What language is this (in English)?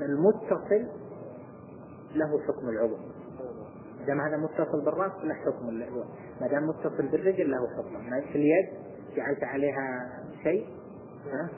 Arabic